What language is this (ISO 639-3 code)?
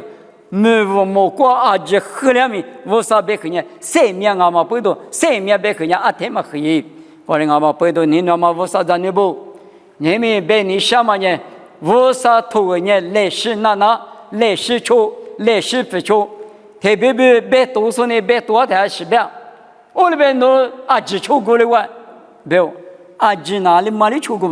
lis